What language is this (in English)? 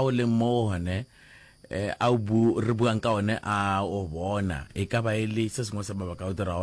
Northern Sotho